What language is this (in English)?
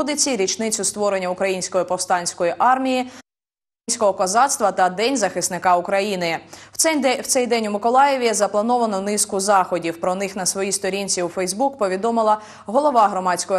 Ukrainian